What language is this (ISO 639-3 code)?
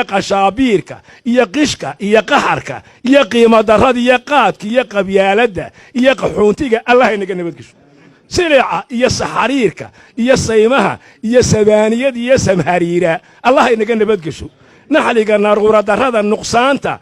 som